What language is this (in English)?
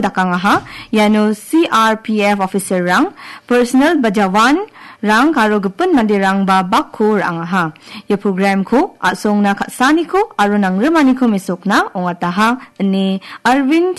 Garo